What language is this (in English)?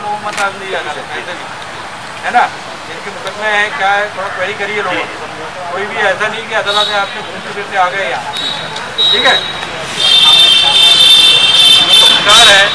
Hindi